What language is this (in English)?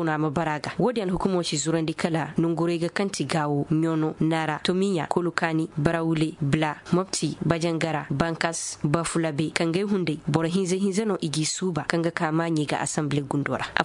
Koyraboro Senni